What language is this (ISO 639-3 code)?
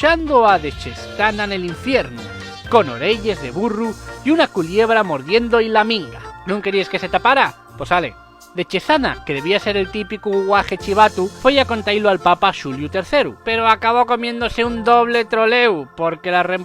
ast